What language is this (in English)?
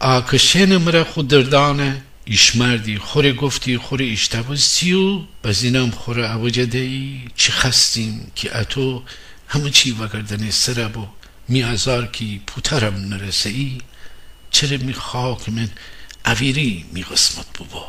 Gilaki